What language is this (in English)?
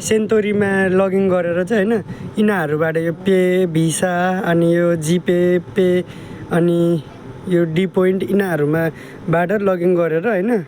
Nepali